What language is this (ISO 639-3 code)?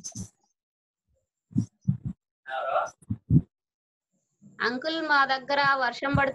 tel